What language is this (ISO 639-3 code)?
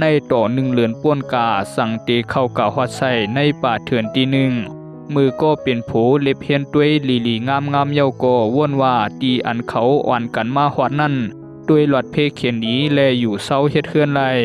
shn